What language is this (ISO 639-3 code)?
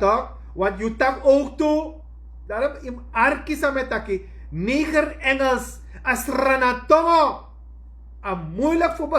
srn